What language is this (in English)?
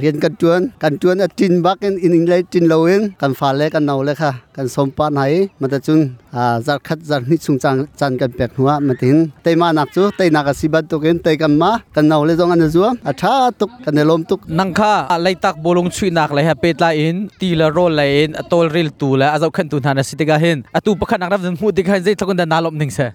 Hakha Chin